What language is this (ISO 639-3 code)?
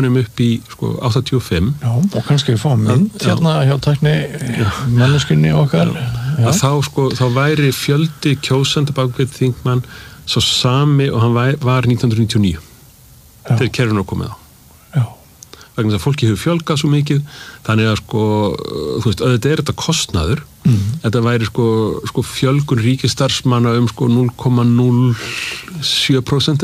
isl